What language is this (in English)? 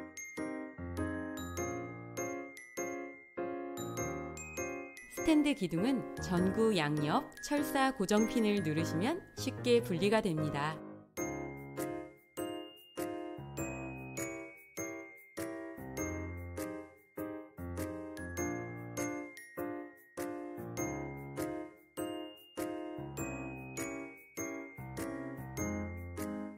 Korean